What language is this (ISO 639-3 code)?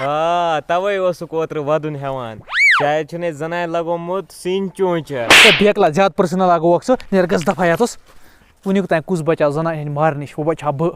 kas